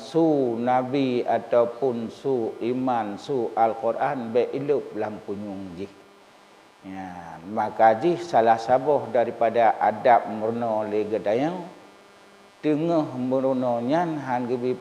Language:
Achinese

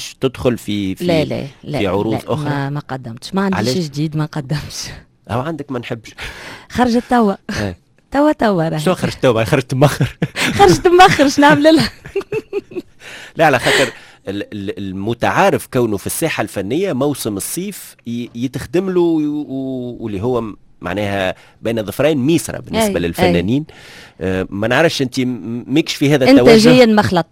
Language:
Tunisian Arabic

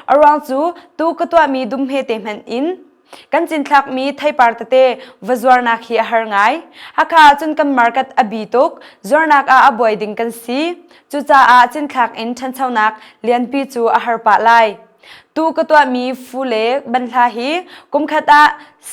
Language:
Hakha Chin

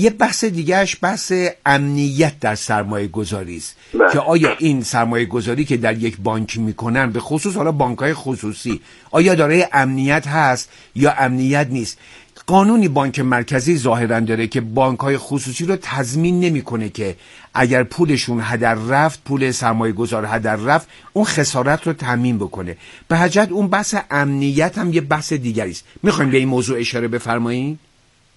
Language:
Persian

